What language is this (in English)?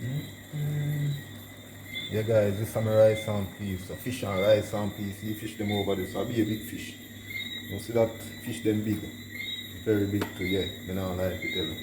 Jamaican Creole English